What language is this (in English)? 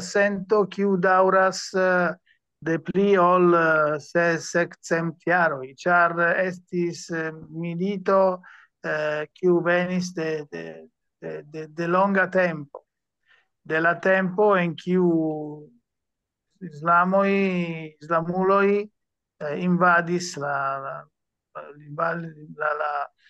Esperanto